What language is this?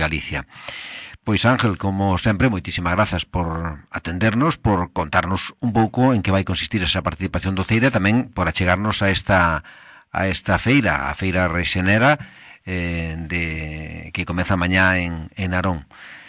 Galician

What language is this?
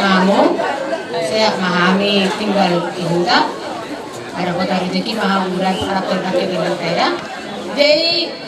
Batak Toba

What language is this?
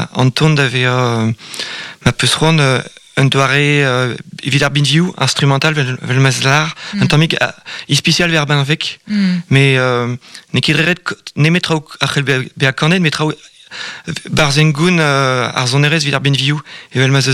Breton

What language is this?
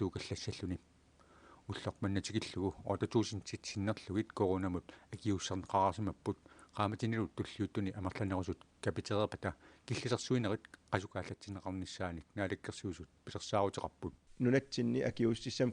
Kalaallisut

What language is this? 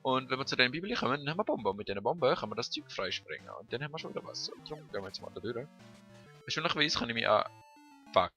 Swiss German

